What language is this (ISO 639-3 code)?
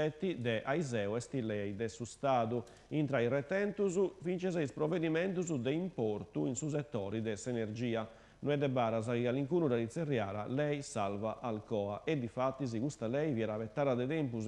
srd